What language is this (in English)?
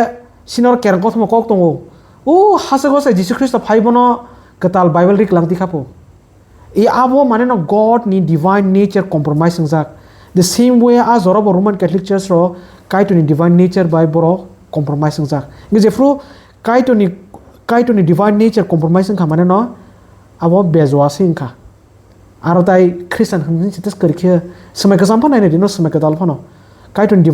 Kok Borok